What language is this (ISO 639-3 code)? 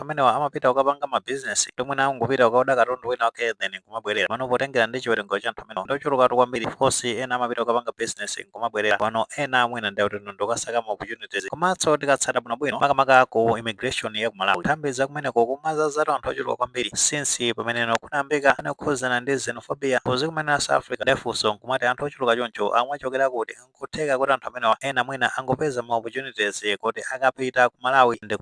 nya